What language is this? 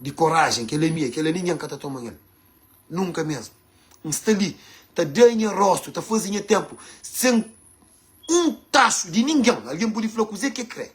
Kabuverdianu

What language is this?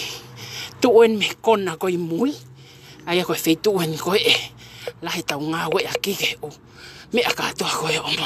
Tongan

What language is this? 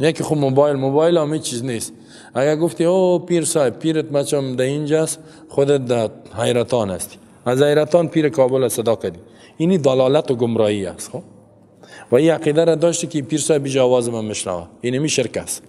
Persian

